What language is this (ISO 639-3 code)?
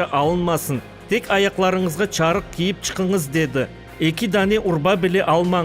crh